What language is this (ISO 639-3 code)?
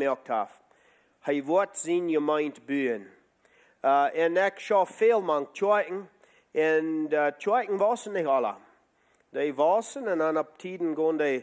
pdt